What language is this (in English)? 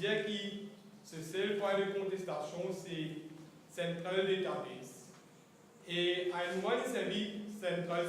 Morisyen